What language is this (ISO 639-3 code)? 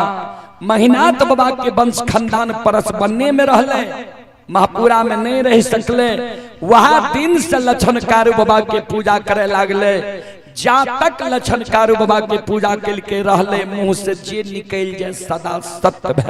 mai